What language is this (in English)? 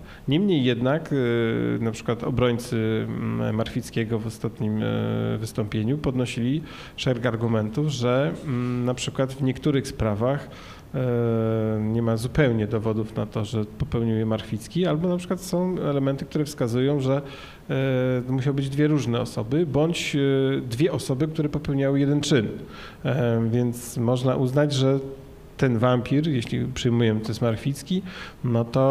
Polish